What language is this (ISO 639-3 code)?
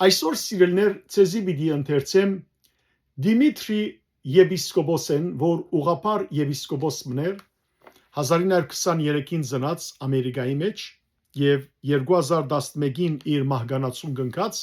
hyw